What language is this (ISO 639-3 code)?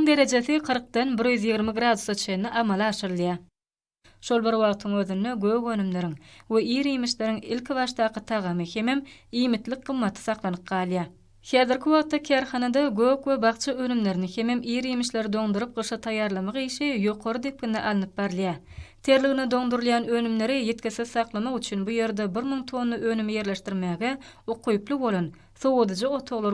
tuk